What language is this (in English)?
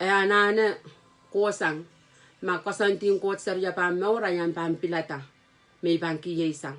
Pohnpeian